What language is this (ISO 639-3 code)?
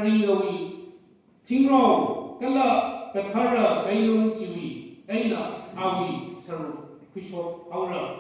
nmf